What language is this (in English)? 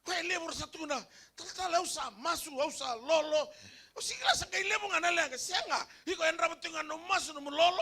Fijian